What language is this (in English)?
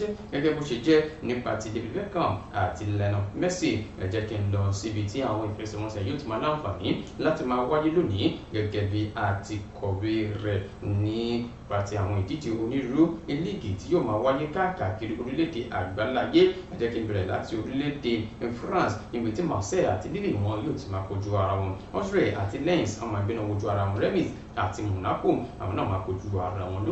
Yoruba